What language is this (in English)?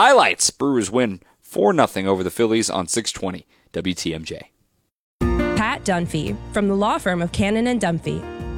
English